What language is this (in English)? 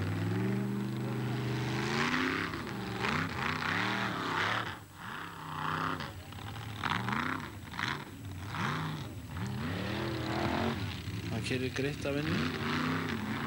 Icelandic